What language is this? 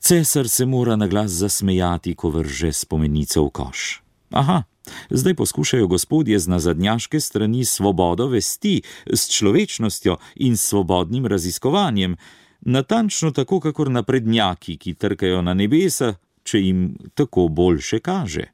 Slovenian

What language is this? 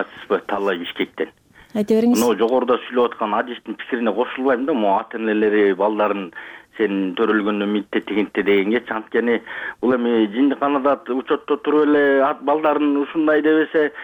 Kyrgyz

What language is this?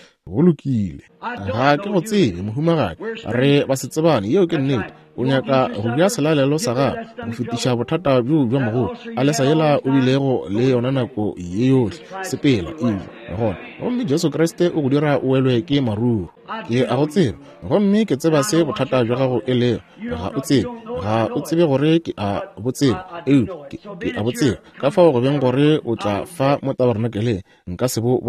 Northern Sotho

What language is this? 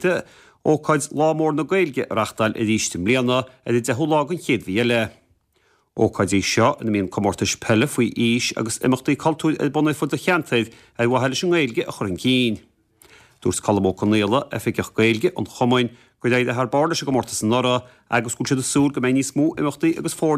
Irish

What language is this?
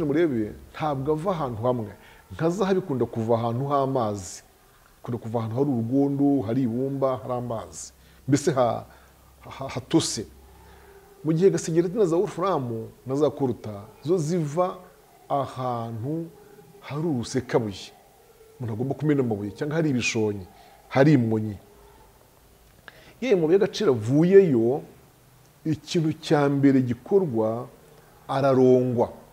Kinyarwanda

